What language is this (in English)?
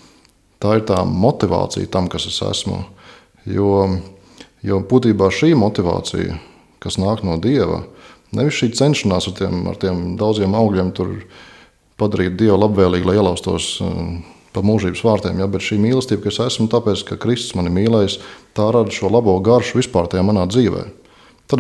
Latvian